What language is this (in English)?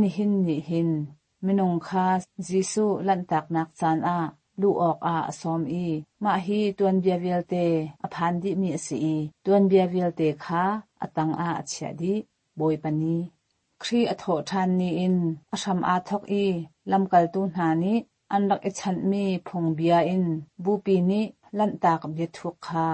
Hakha Chin